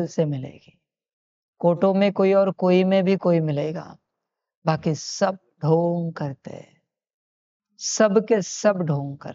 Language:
Hindi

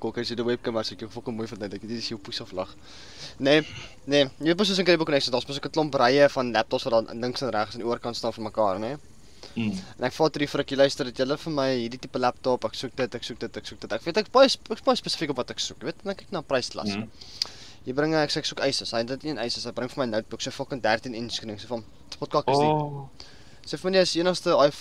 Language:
Afrikaans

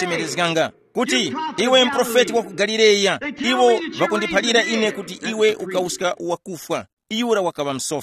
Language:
Tumbuka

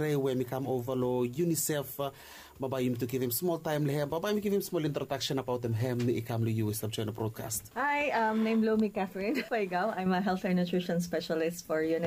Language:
Bislama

